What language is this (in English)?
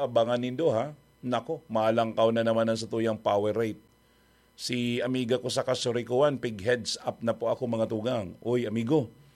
Bikol